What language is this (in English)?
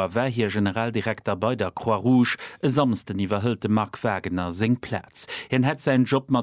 Luxembourgish